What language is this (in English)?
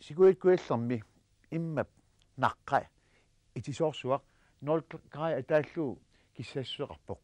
Kalaallisut